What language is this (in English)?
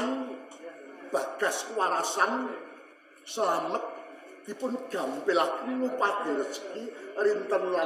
Javanese